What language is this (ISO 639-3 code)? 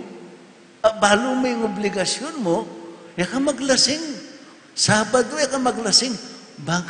pam